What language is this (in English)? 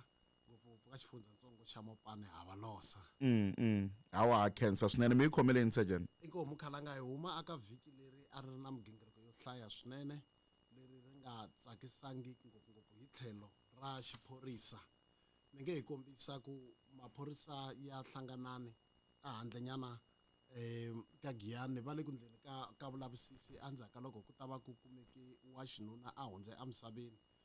Tsonga